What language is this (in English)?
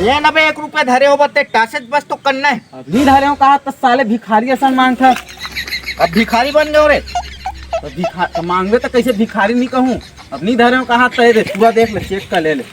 Chhattisgarhi